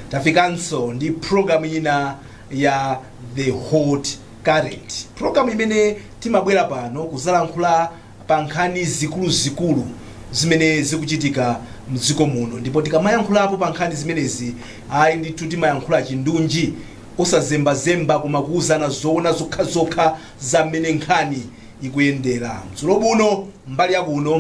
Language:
Nyanja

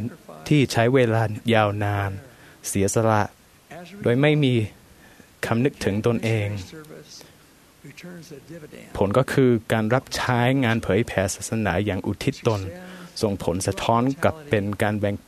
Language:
Thai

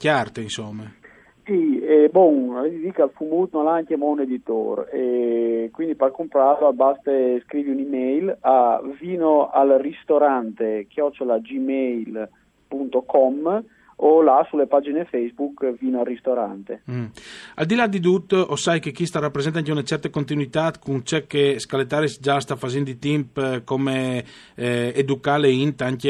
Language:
Friulian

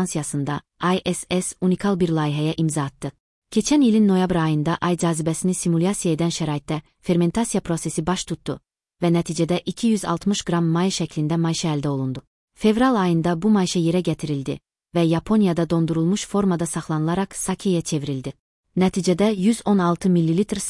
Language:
Azerbaijani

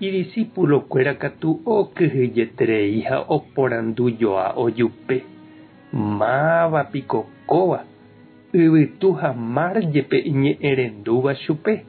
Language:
Guarani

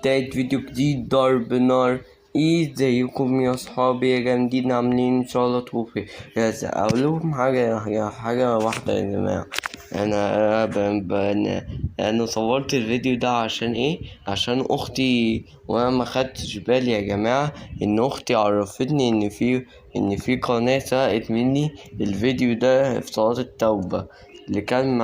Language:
Egyptian Arabic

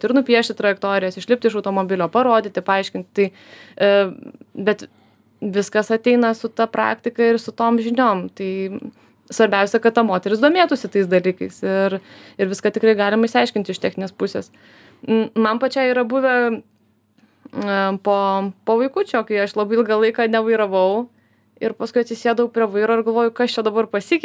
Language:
Lithuanian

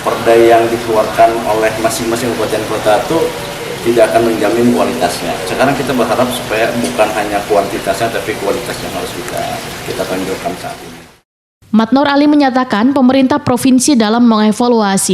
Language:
Banjar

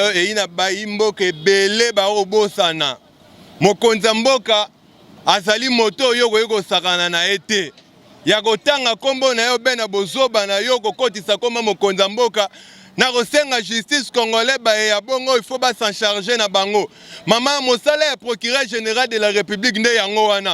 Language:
Lingala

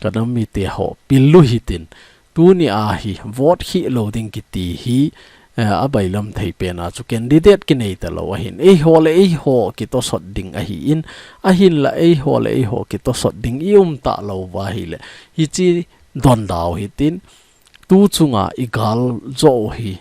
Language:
Thado Chin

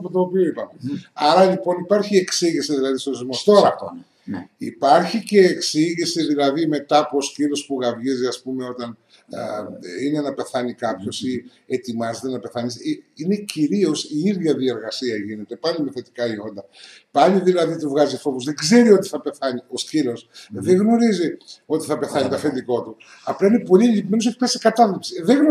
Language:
Greek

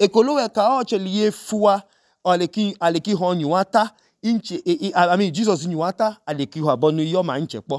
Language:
Idoma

